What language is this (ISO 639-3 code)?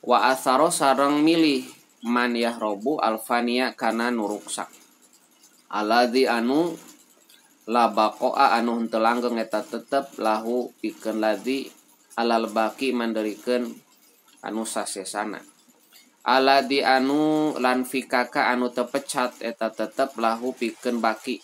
sun